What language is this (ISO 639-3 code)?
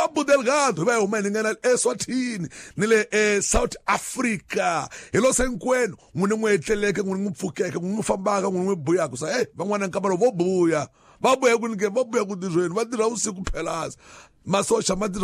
tso